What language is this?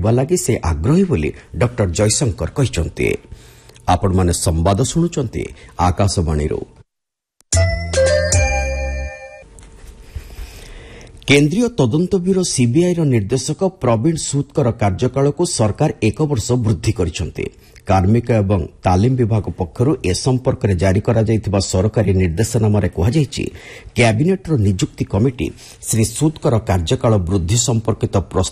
Odia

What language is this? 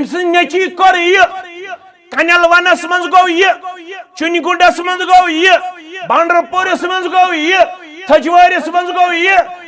Kashmiri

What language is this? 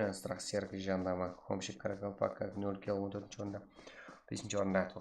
Kara-Kalpak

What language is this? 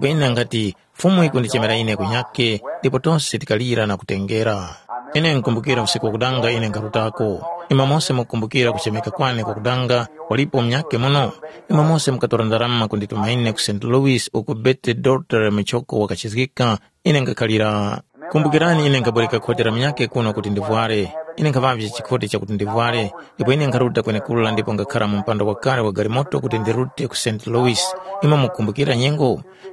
Tumbuka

